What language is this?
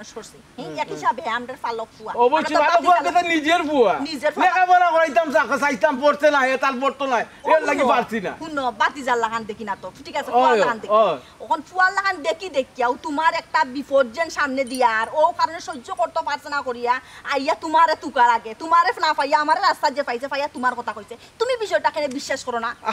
Sylheti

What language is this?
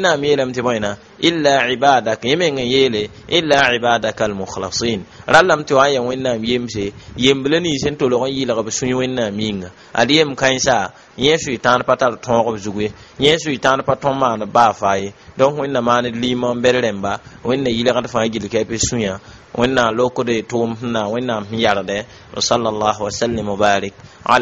Mossi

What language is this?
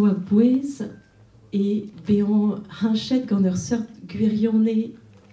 Breton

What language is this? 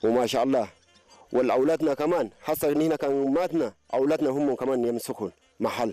Tigrinya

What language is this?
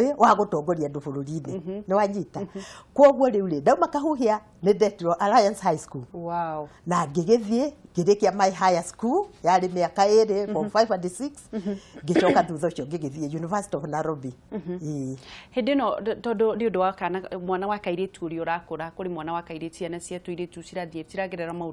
Kikuyu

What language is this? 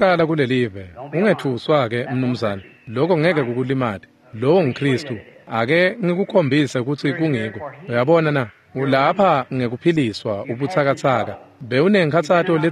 Swati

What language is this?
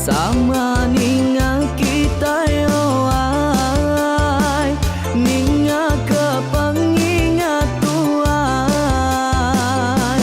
Iban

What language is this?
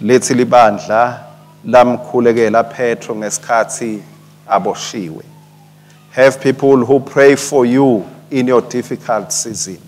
Swati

